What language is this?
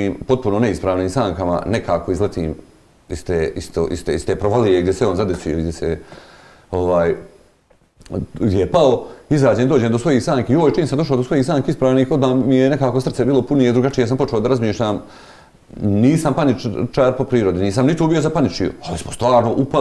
Bosnian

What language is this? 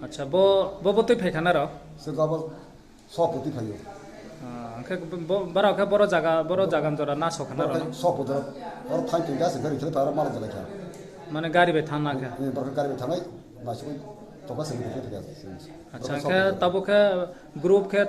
Riang (India)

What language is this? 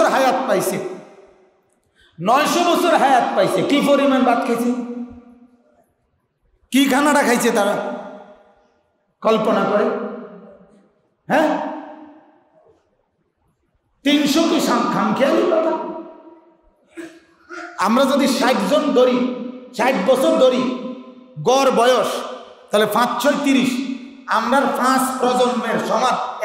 Bangla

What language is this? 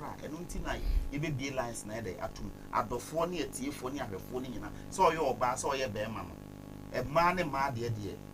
Akan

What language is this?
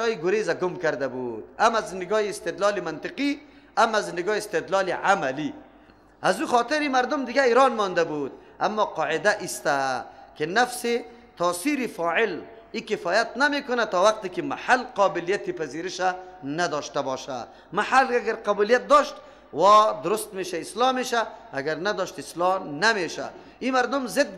Persian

